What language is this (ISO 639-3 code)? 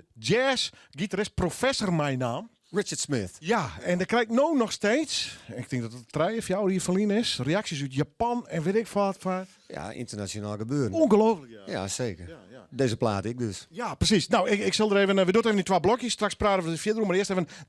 fry